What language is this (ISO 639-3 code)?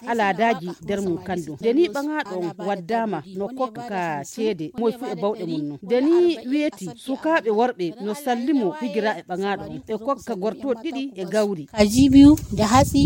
ful